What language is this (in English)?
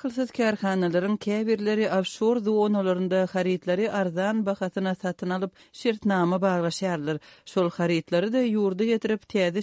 Turkmen